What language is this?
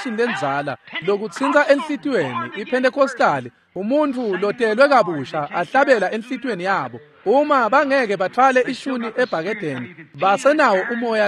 Swati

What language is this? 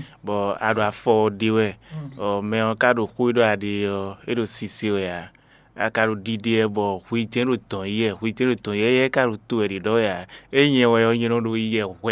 Fon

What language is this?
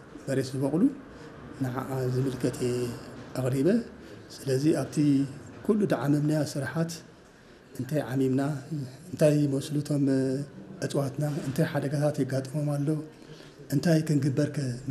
Tigrinya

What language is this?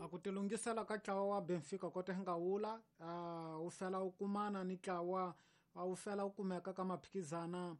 Tsonga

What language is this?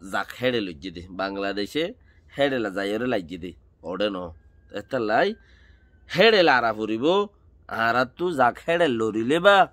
Rohingya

